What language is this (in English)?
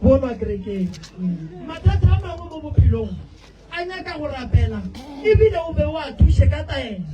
Northern Sotho